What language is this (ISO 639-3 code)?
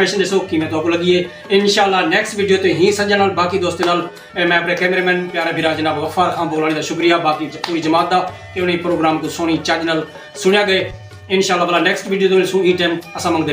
skr